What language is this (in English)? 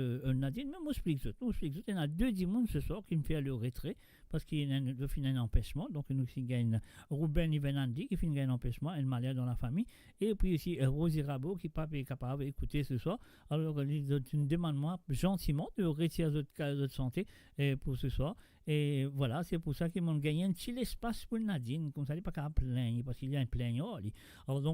Morisyen